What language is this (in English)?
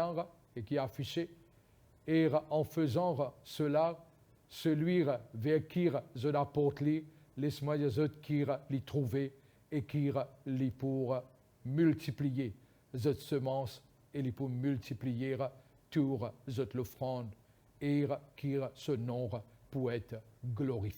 Morisyen